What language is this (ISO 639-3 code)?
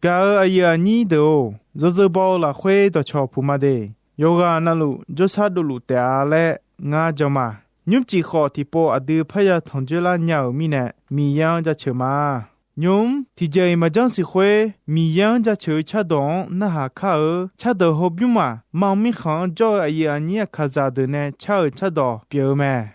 ahk